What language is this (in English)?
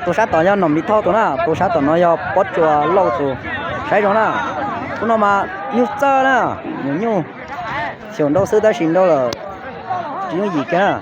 Hmong